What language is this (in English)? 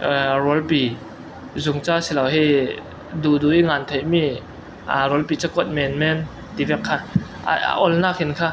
Falam Chin